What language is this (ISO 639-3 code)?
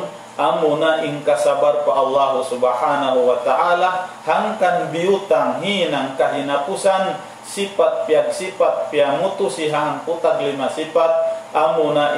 tsg